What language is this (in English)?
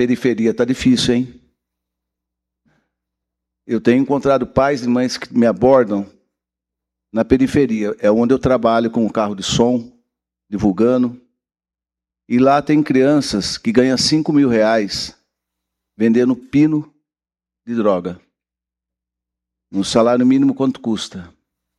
Portuguese